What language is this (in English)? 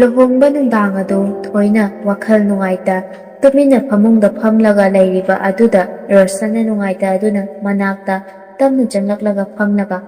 Manipuri